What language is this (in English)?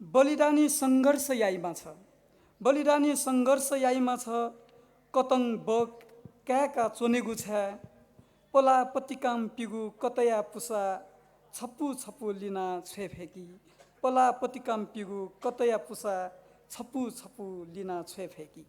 Newari